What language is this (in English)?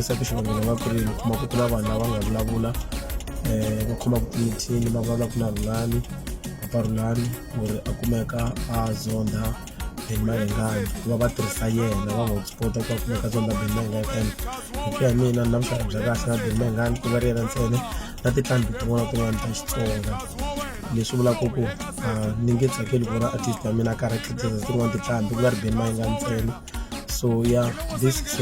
Tsonga